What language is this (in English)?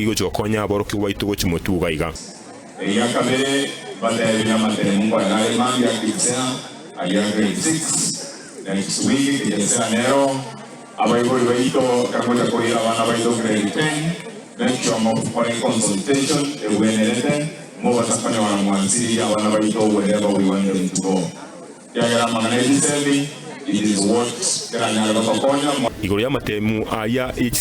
Gusii